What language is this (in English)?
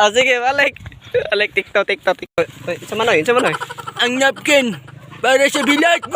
Cebuano